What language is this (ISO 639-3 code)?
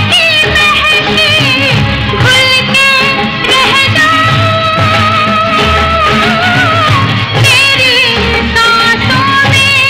hin